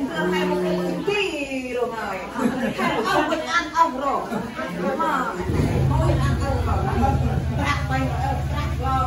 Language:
Central Mnong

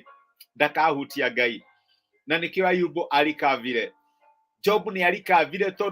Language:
Kikuyu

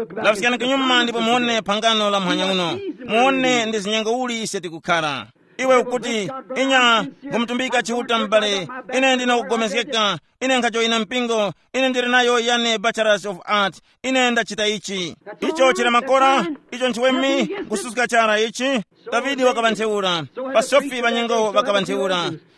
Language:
Tumbuka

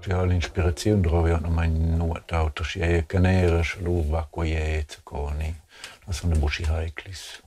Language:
Romansh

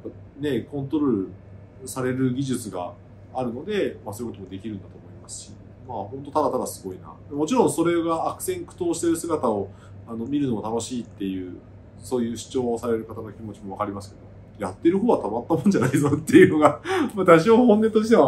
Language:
Japanese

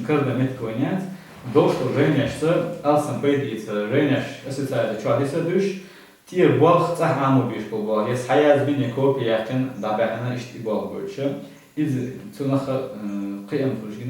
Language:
Chechen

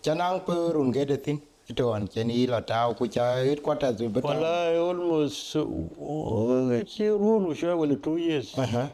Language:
Dinka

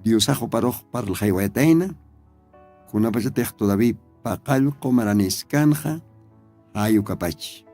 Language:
Aymara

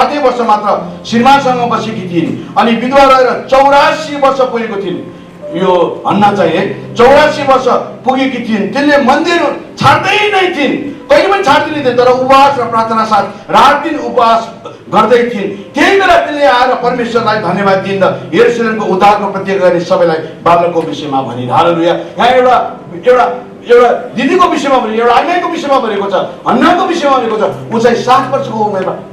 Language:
Nepali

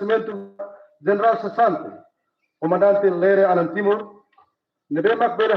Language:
Tetum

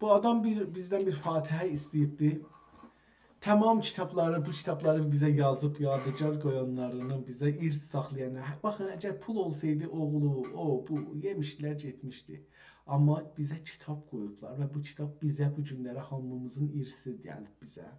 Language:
South Azerbaijani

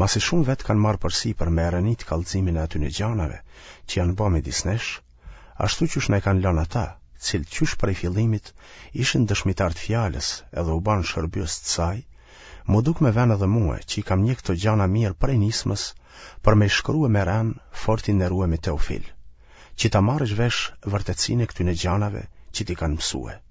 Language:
Albanian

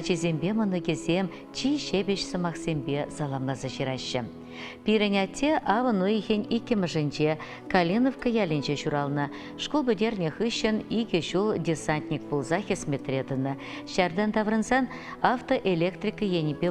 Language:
Chuvash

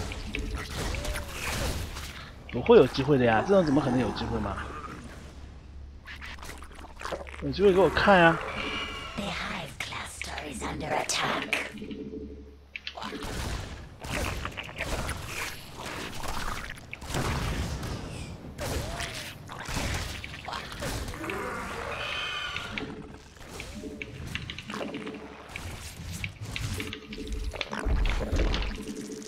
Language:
Chinese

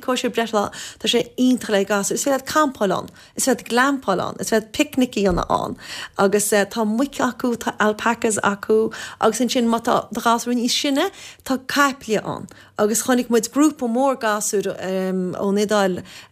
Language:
Irish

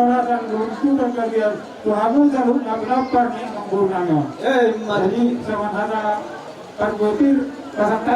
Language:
Batak Toba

